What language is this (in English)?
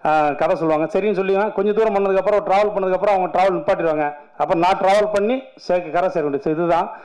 Tamil